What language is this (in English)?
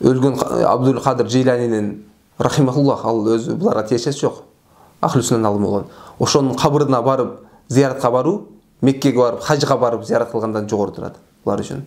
Kyrgyz